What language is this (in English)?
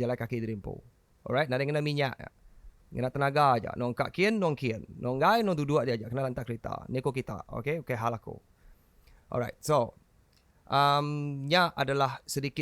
Iban